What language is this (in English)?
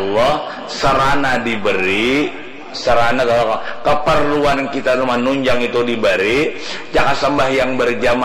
Banjar